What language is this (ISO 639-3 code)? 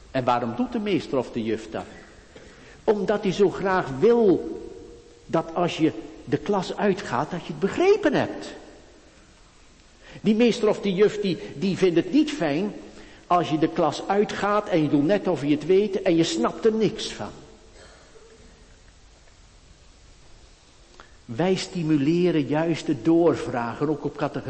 nld